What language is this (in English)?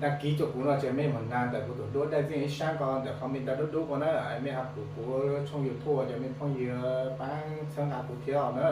Hmong